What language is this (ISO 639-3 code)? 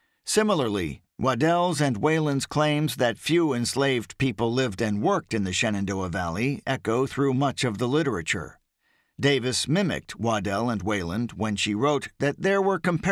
eng